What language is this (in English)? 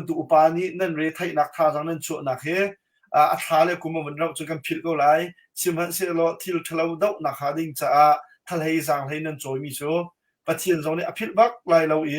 Hakha Chin